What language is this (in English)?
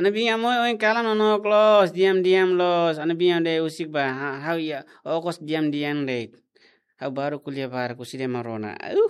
Tetum